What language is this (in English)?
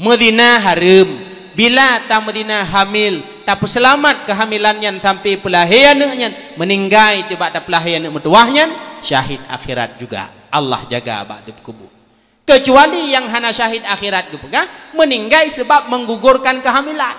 Achinese